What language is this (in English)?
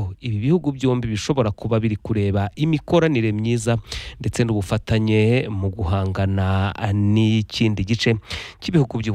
Kinyarwanda